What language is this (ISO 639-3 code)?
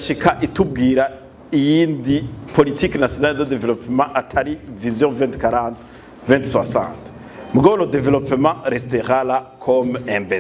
run